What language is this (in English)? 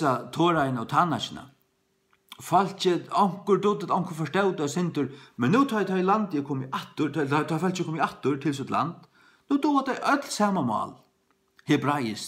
Faroese